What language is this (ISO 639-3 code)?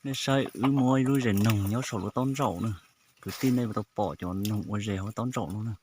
hmn